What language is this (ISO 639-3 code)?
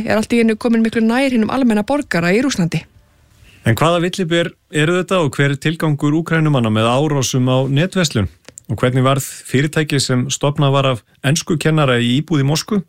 isl